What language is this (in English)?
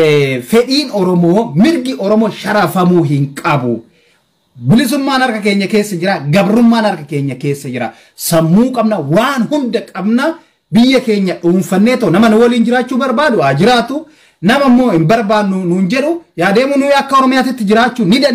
Oromo